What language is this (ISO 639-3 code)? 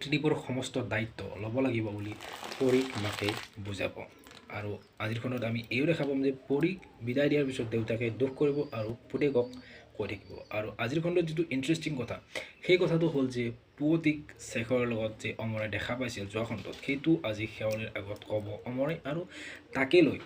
asm